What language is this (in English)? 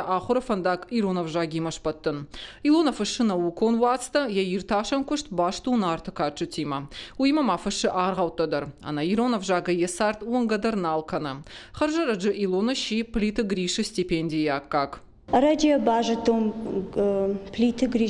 Ossetic